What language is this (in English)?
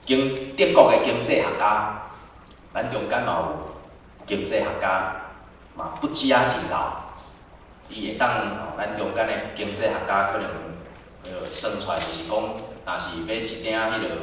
Min Nan Chinese